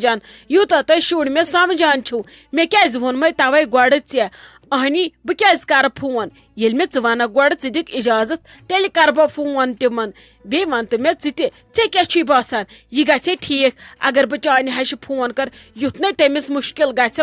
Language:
Kashmiri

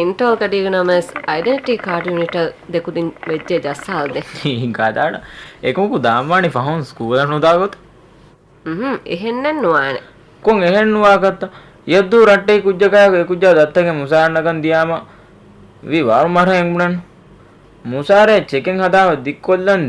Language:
Divehi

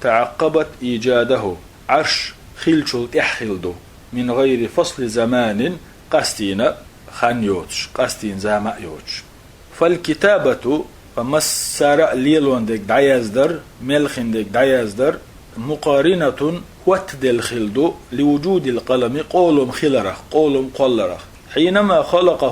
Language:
Chechen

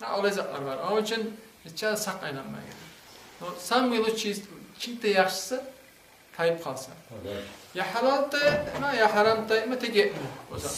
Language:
Kumyk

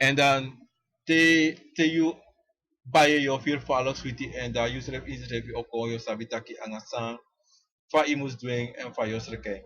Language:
Sranan Tongo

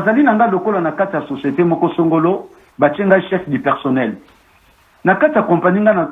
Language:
Lingala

